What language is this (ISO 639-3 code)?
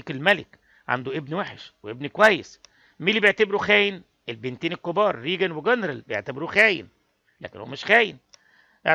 arz